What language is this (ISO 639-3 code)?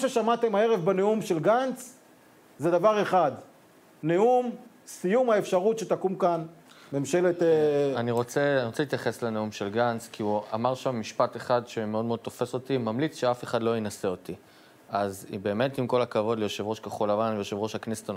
heb